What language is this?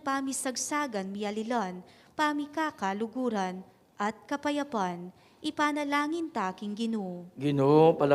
Pampanga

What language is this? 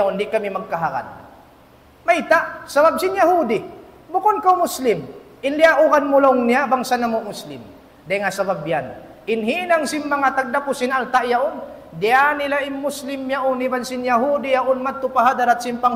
Tausug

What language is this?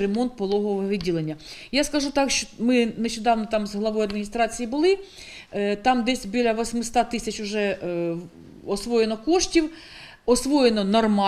Ukrainian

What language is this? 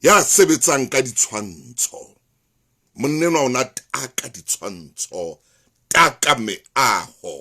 Southern Sotho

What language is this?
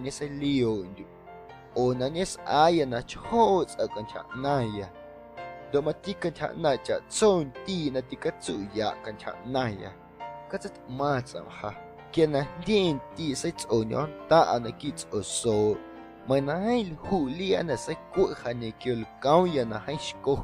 Guerrero Amuzgo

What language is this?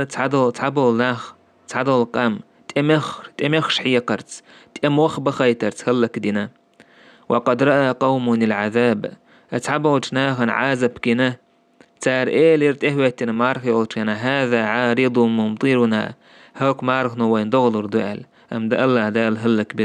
Chechen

